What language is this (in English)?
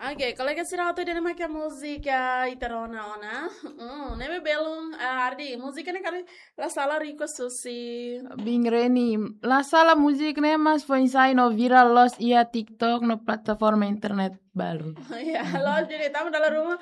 Tetum